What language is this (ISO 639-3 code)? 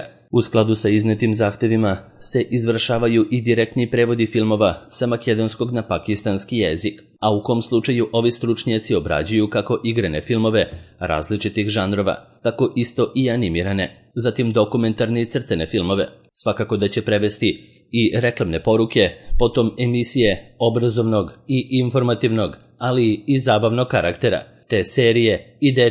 srp